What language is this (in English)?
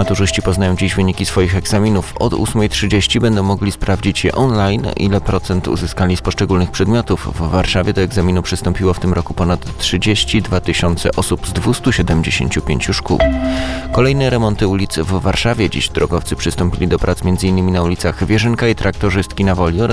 Polish